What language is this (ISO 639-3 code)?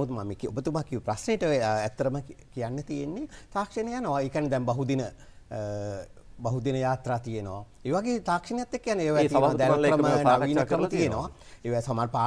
sin